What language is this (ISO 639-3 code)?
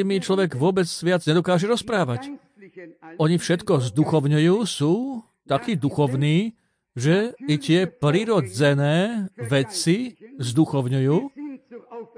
slk